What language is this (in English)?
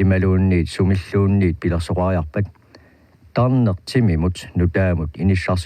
Kalaallisut